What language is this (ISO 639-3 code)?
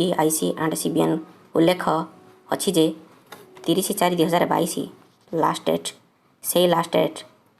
ori